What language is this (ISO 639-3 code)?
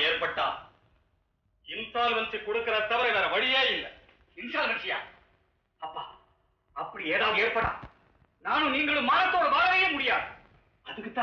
tam